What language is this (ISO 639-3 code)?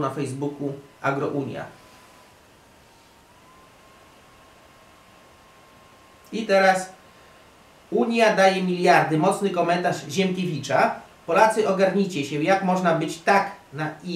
pol